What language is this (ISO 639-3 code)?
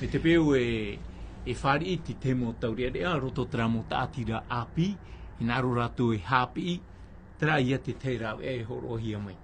tah